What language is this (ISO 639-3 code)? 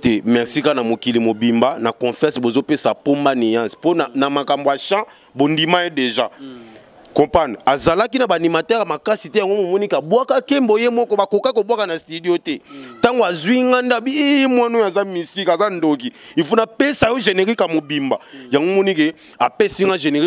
lin